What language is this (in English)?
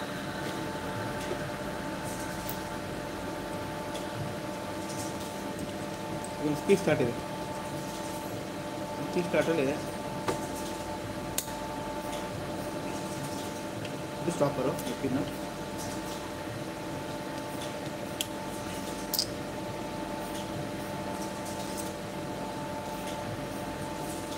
Kannada